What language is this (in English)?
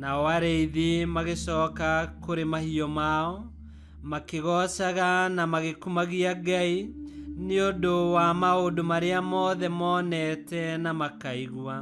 Kikuyu